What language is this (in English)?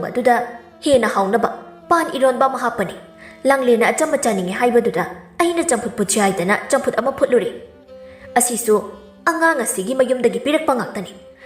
Manipuri